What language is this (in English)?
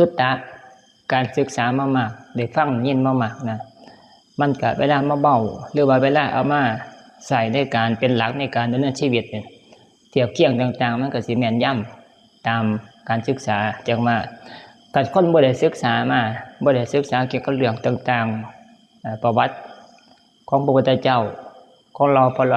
Northeastern Thai